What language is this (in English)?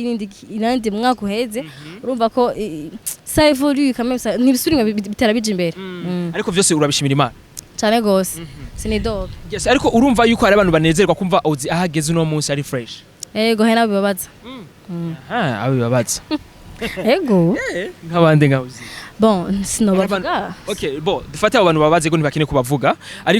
Rundi